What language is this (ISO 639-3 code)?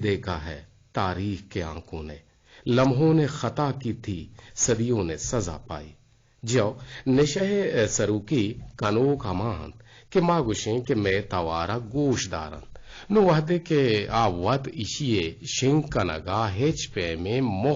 bgp